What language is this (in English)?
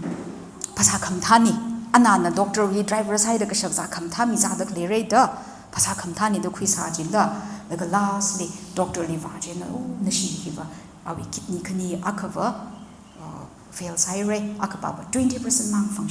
Tangkhul Naga (India)